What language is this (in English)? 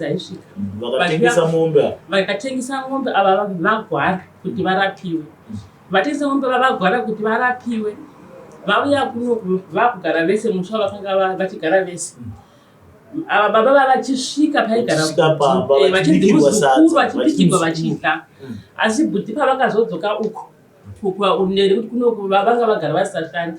Shona